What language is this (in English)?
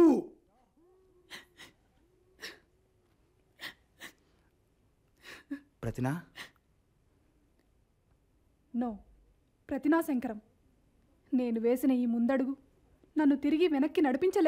Telugu